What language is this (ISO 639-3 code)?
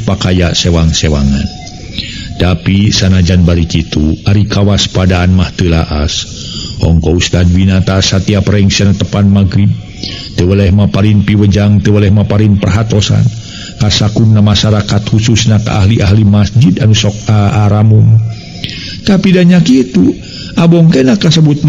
sun